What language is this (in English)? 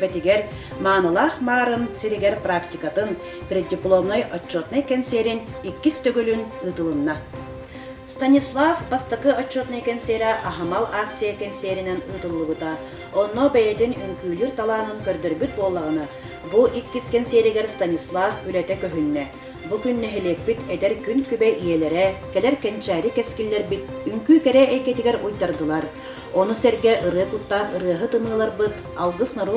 Yakut